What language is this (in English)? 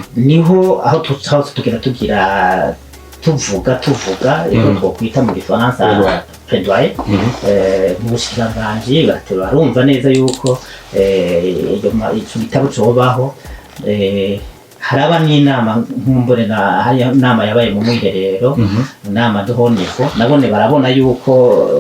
Rundi